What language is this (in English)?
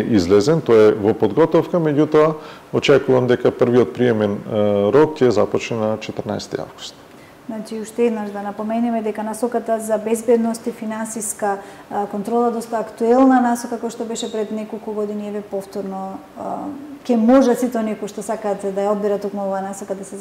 Macedonian